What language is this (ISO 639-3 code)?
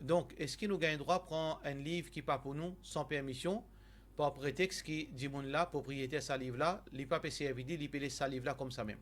mfe